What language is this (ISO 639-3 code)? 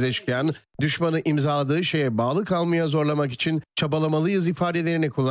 tur